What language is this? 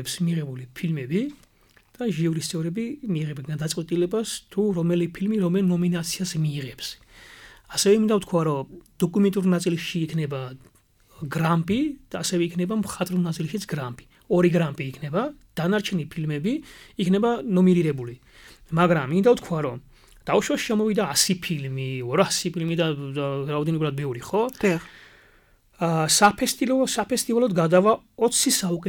Georgian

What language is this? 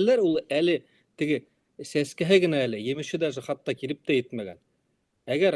Bashkir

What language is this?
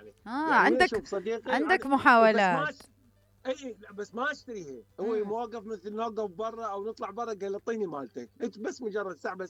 Mesopotamian Arabic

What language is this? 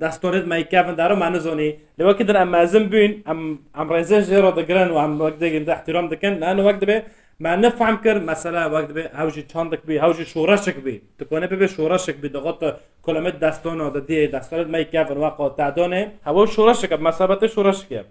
Kurdish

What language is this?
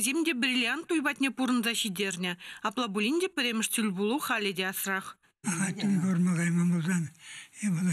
Chuvash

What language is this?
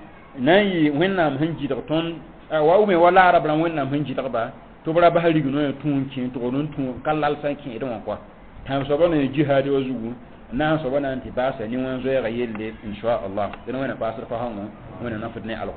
Mossi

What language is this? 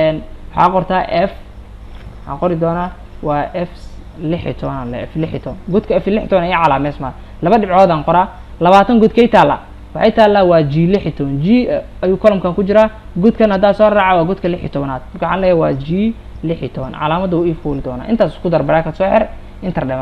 Somali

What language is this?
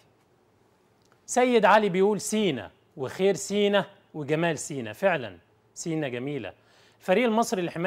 Egyptian Arabic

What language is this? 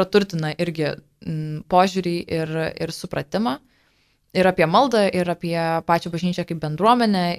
Lithuanian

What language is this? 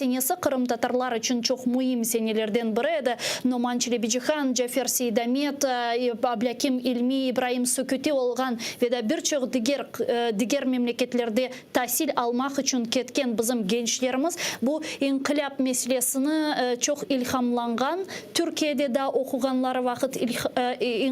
Crimean Tatar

